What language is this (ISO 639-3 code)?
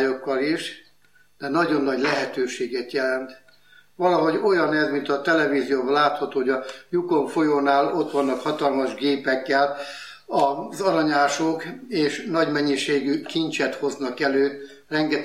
hun